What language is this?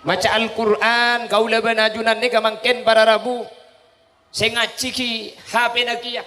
Madurese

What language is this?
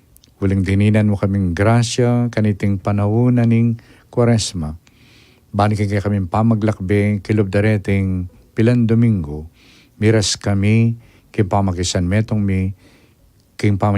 Pampanga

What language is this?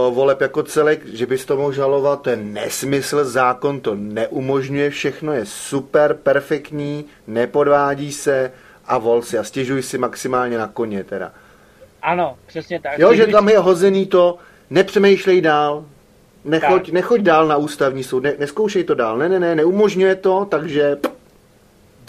Czech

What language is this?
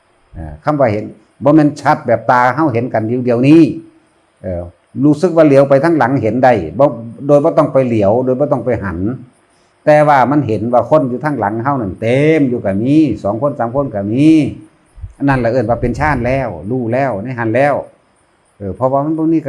Northeastern Thai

